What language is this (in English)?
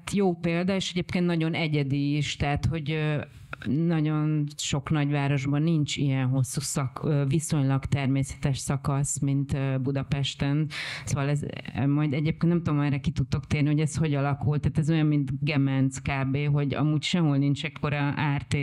Hungarian